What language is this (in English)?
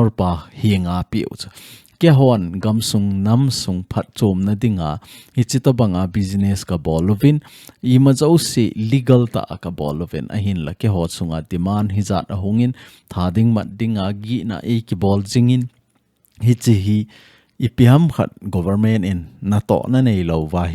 Thado Chin